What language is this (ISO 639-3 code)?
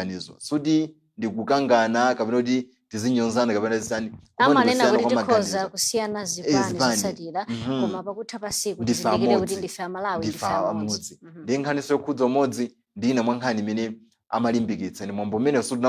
nya